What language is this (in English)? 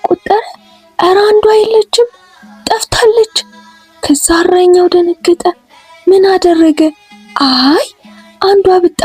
Amharic